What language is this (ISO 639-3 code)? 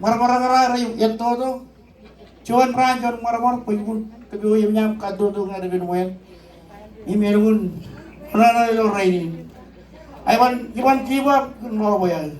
mah